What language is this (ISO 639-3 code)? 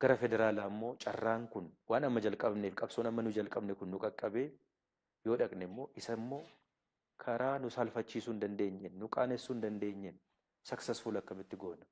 orm